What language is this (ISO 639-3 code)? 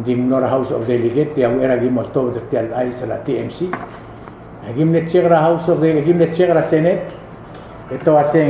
pau